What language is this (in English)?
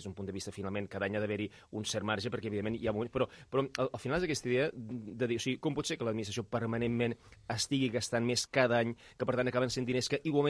Catalan